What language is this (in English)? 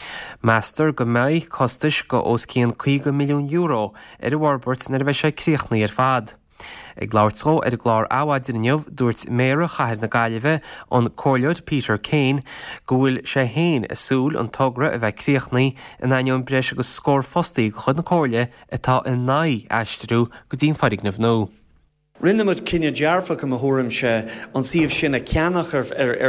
Irish